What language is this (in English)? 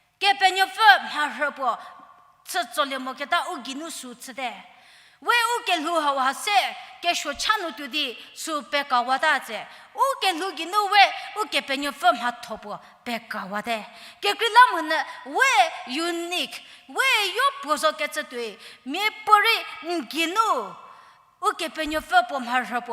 Angami Naga